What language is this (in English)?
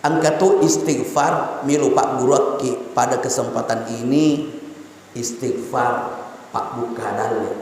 Buginese